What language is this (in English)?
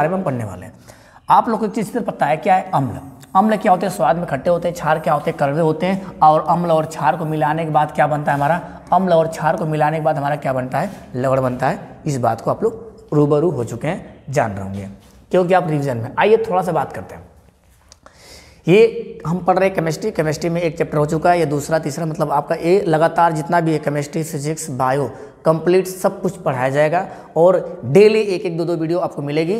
Hindi